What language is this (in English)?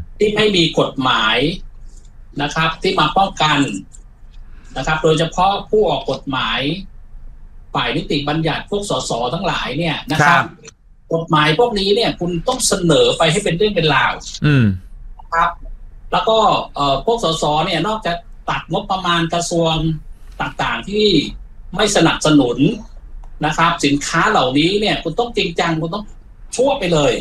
Thai